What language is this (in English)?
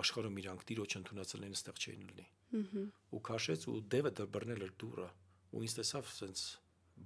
Armenian